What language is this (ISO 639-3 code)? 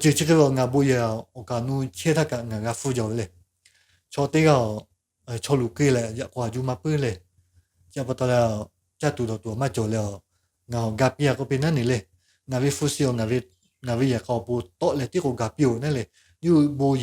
lhu